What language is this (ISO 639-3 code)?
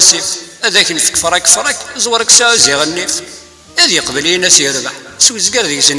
kab